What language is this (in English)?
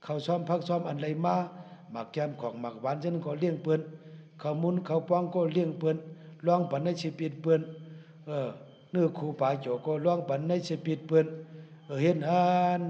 Shan